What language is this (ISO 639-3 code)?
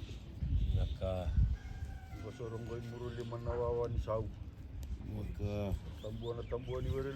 fij